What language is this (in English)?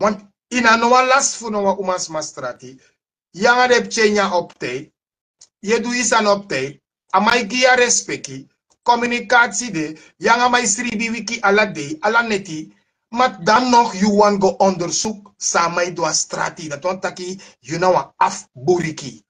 Sranan Tongo